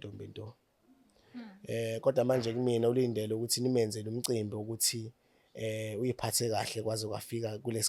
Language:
Zulu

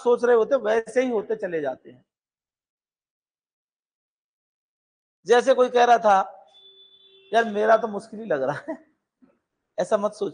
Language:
Hindi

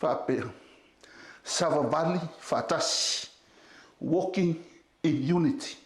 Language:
Samoan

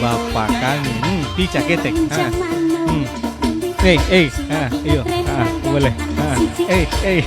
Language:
Ambonese Malay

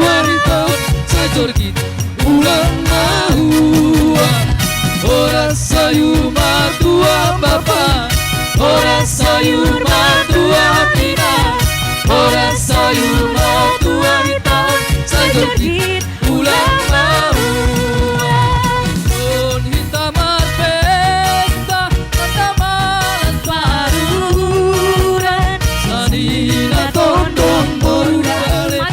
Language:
Batak Simalungun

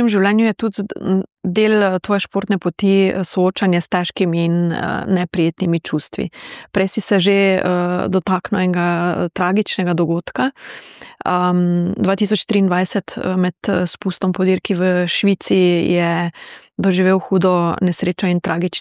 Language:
Slovenian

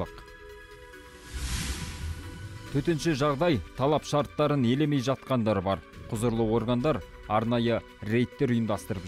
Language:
Kazakh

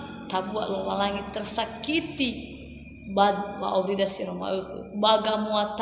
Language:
Nias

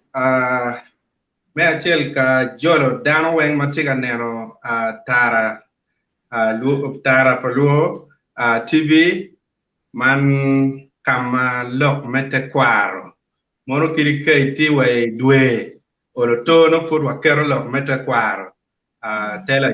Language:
Acoli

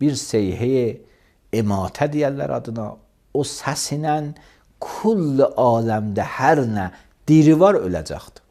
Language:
Azerbaijani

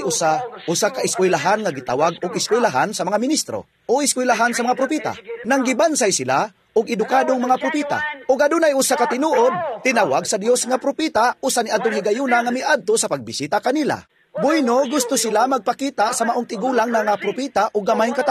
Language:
Cebuano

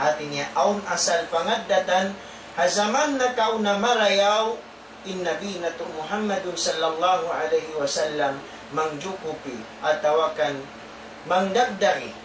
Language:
Tausug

